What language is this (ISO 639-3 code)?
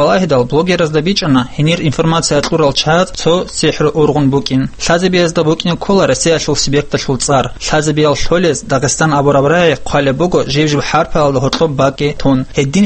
ava